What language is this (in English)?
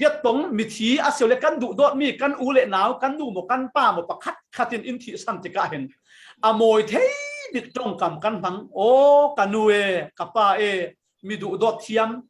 Falam Chin